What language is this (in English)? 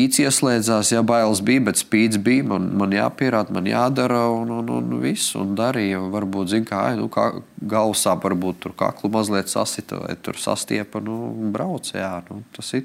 Latvian